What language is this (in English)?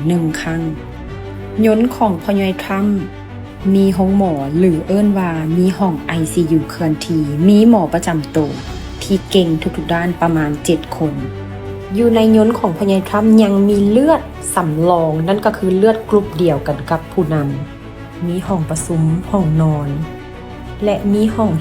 Lao